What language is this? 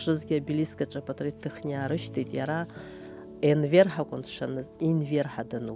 Abkhazian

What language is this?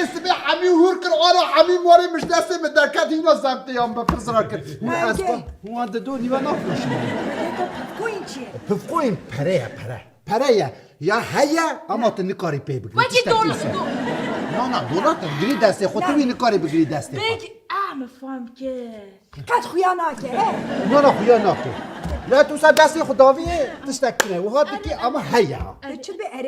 Kurdish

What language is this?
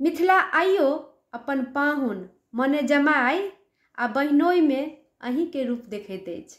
Maithili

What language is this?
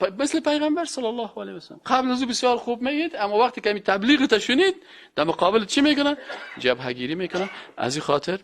Persian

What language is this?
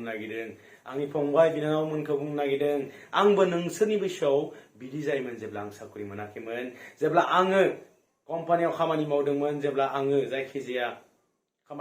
Bodo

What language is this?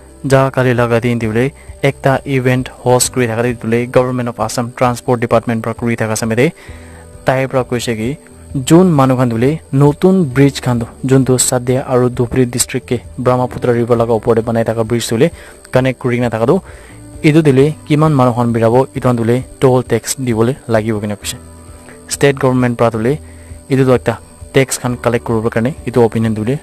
Naga Pidgin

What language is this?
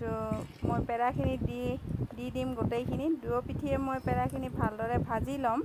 Assamese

